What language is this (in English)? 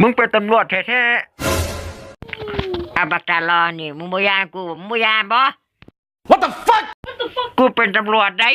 Northeastern Thai